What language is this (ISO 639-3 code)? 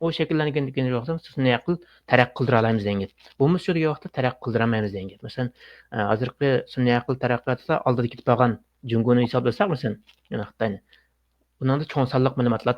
uig